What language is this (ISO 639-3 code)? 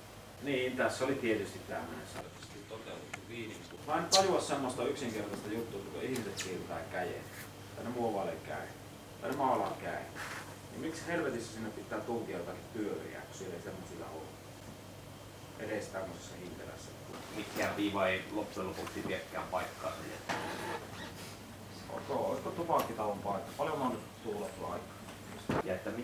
fin